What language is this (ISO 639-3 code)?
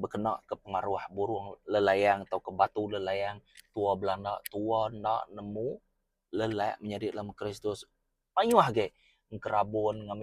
iba